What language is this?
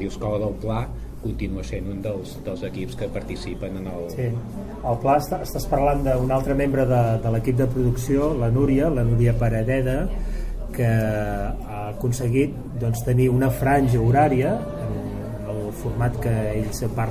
Catalan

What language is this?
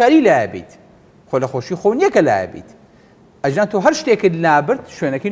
Central Kurdish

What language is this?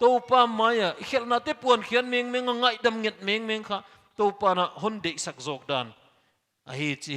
Paite Chin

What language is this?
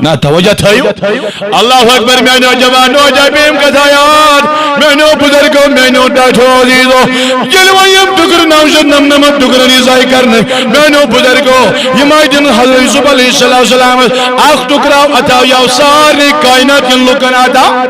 Kashmiri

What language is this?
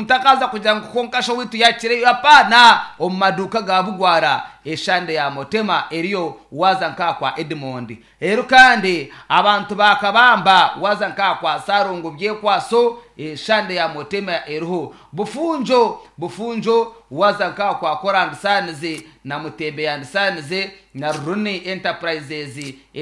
Nyankole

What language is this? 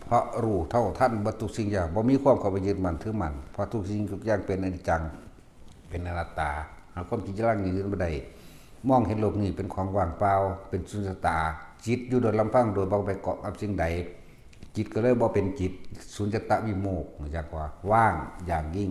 Northeastern Thai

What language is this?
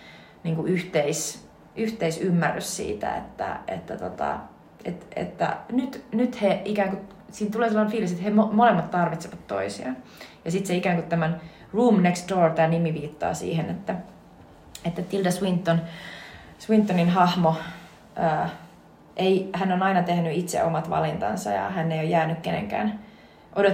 Finnish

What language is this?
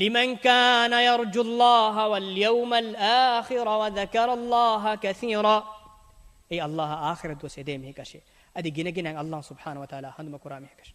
Divehi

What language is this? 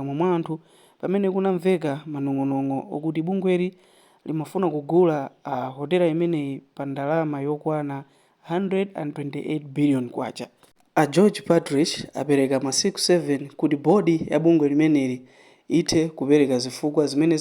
Nyanja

